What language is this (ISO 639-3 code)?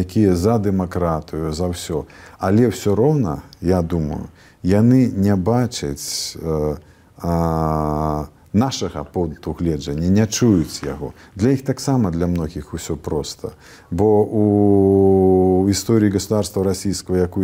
bel